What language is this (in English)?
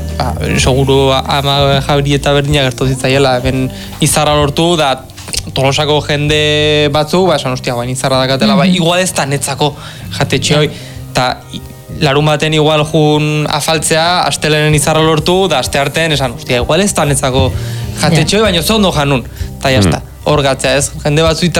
Basque